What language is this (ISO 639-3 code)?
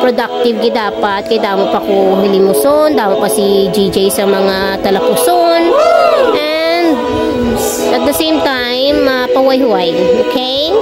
hil